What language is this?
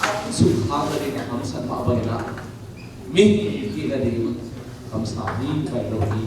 Tedim Chin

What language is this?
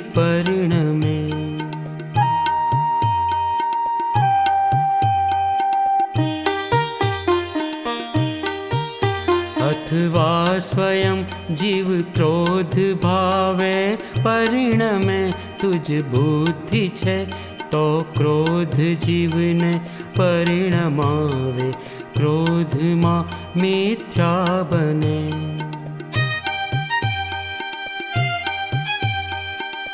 Gujarati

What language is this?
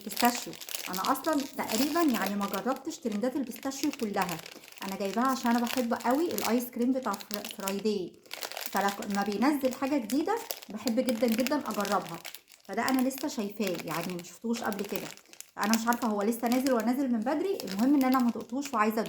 Egyptian Arabic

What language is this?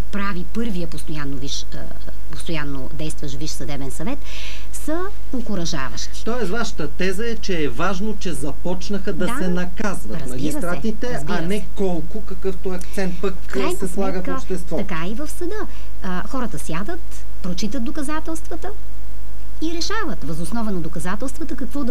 Bulgarian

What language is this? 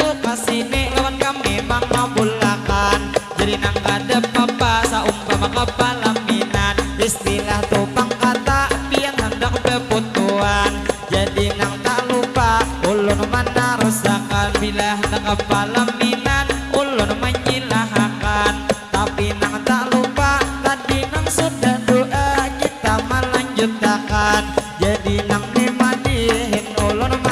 Banjar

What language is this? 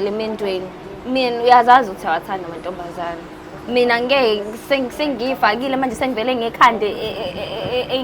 Zulu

